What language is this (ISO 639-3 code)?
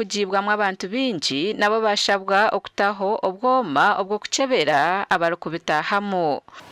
nyn